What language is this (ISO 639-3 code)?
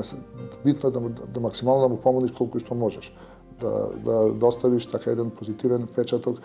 mkd